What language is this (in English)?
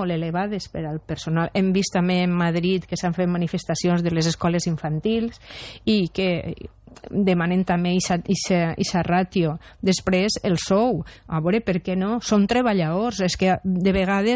Catalan